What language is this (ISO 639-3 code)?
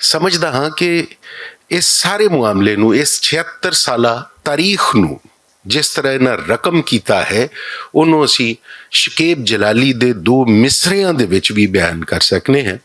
lah